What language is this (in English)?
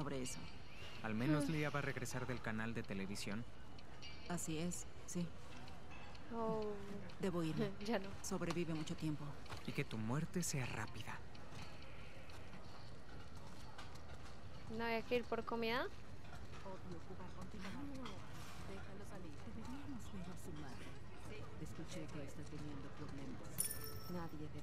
Spanish